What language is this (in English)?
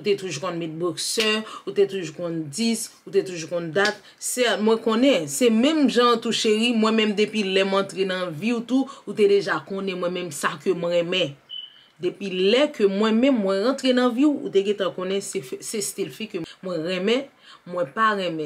Haitian Creole